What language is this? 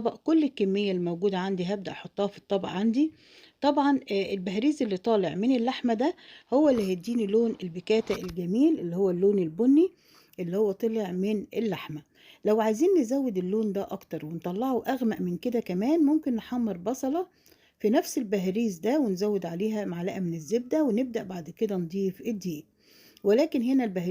Egyptian Arabic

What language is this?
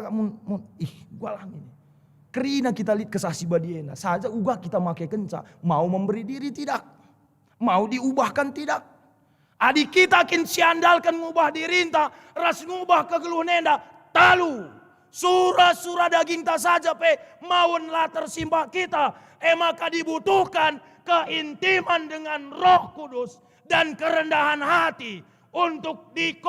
Batak Karo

